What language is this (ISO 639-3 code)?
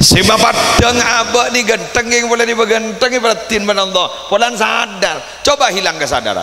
mad